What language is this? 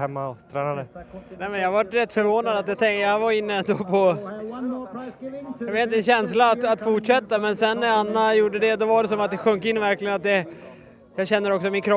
Swedish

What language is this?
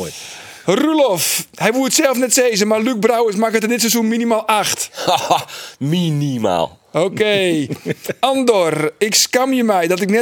Western Frisian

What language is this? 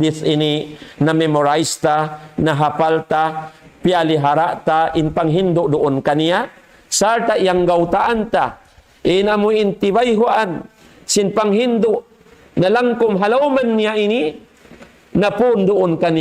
Tausug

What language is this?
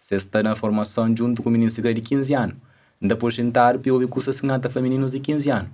Kabuverdianu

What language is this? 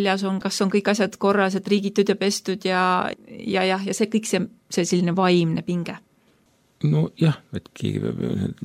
Estonian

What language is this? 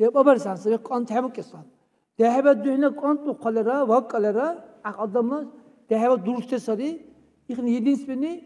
Dargwa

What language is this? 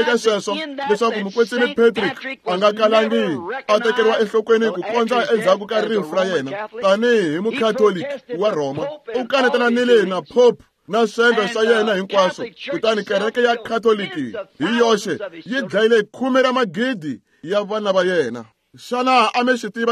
Tsonga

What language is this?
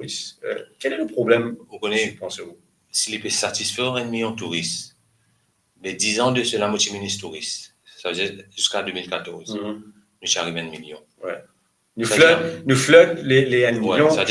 Morisyen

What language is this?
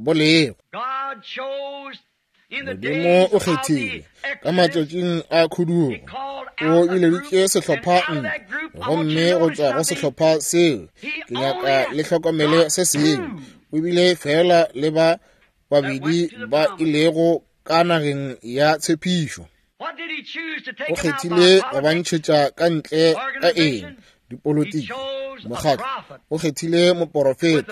Northern Sotho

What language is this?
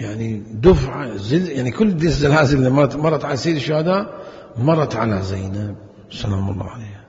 Mesopotamian Arabic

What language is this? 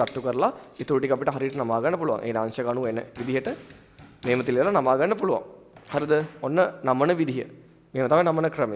Sinhala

